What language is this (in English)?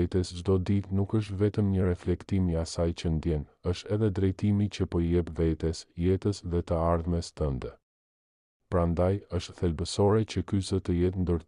Albanian